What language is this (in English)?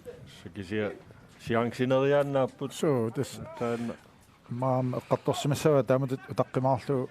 Kalaallisut